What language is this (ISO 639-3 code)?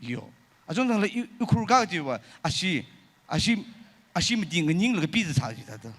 nmf